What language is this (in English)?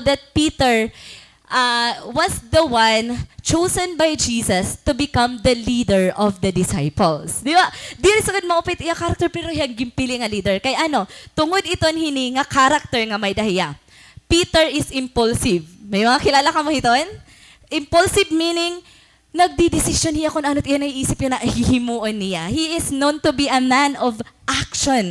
Waray